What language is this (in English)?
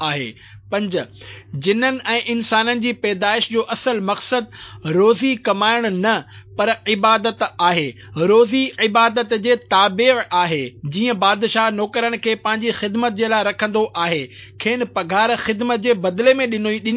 Sindhi